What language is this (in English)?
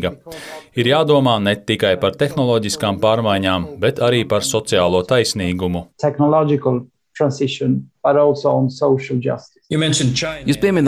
Latvian